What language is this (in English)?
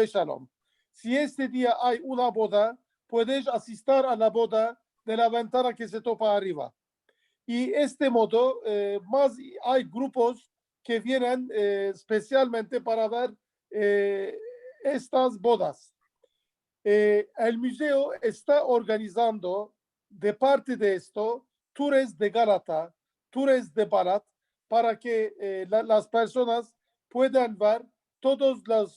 Ladino